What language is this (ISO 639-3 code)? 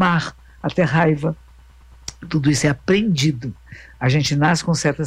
por